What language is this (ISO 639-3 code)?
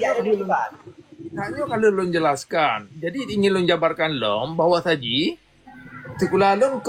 ace